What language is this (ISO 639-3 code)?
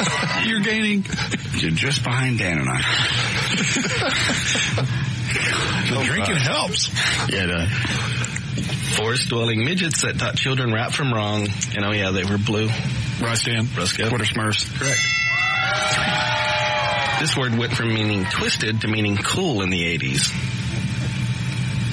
eng